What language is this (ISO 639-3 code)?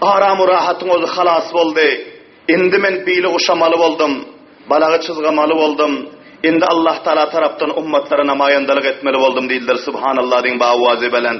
tuk